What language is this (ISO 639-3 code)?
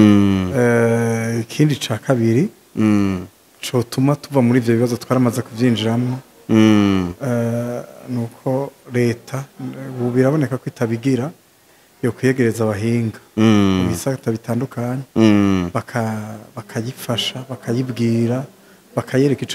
run